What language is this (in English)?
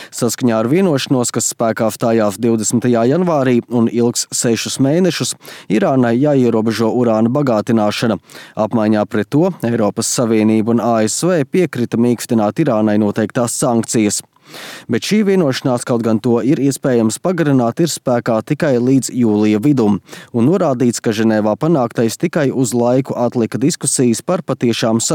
Latvian